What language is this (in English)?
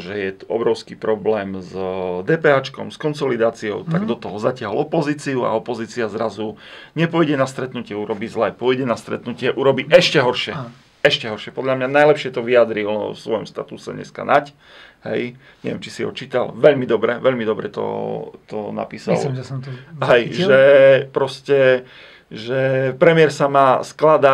Slovak